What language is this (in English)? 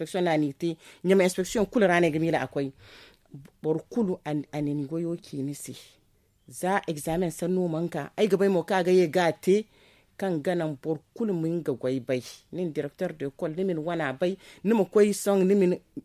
Zarma